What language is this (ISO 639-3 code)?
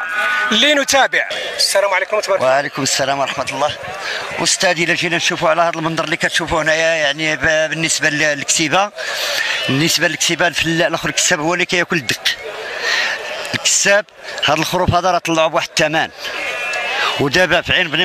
ary